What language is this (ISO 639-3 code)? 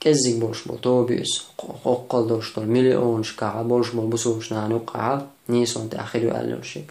che